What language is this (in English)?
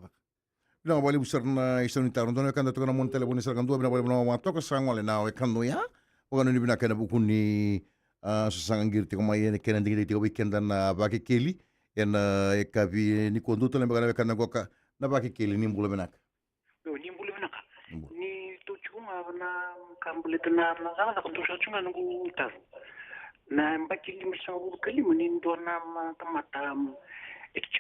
Fijian